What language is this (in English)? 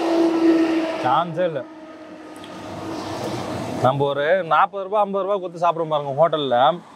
Tamil